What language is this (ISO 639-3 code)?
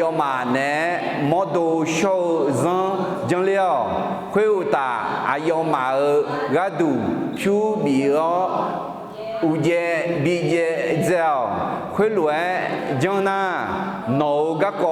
ahk